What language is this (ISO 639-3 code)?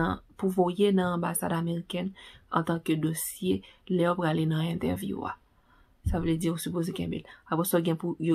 hat